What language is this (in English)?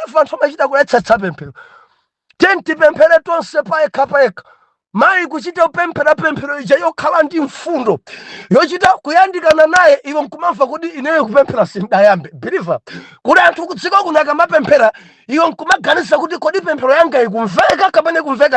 Nyanja